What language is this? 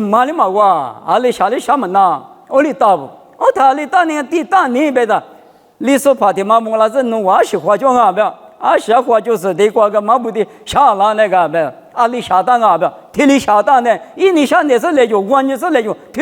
Lisu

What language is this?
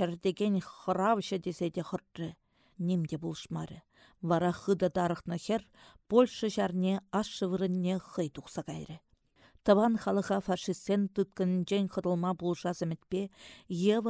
Chuvash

